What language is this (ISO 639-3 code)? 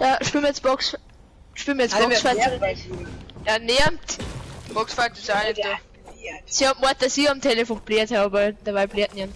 bar